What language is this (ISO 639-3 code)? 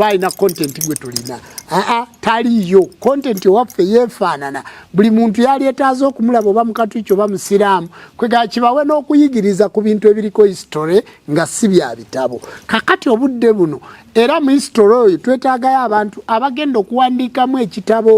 lug